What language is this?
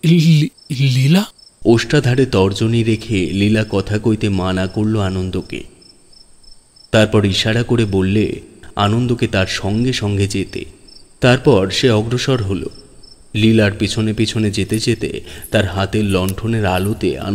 Bangla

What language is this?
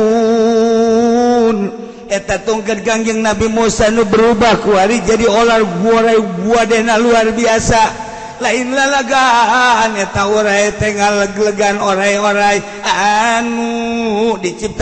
Sundanese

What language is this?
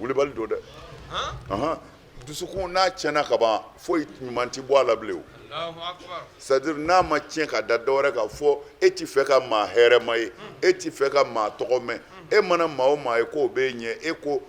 Bambara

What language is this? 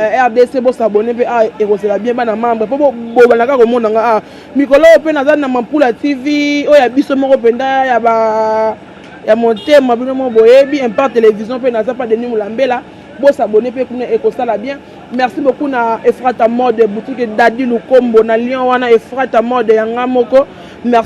Lingala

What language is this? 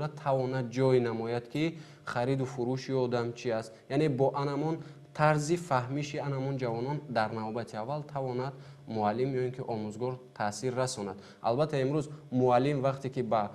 Tajik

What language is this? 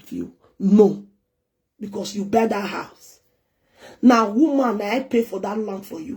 Nigerian Pidgin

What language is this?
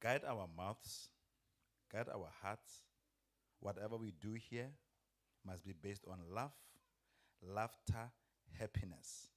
Venda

